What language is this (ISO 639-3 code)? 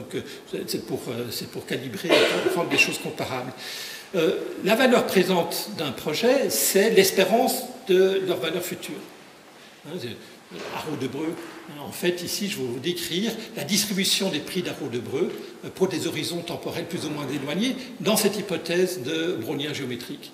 fra